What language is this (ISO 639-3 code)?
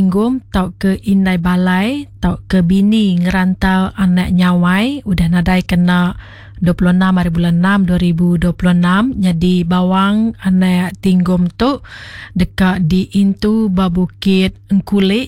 iba